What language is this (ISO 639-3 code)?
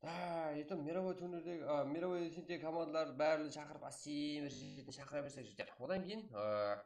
kaa